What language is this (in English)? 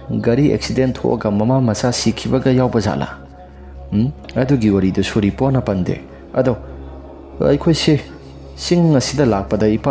Manipuri